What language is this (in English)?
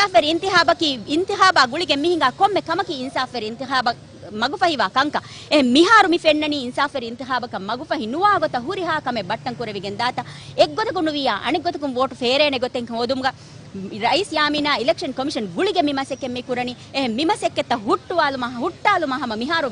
Divehi